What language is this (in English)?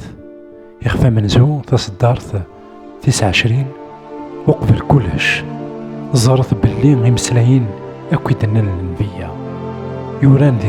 Kabyle